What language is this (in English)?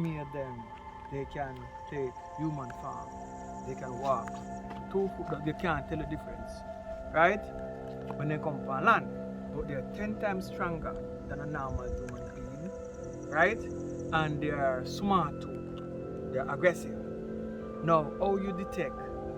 Jamaican Creole English